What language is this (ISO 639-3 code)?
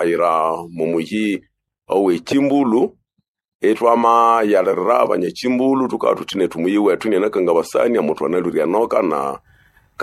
nnb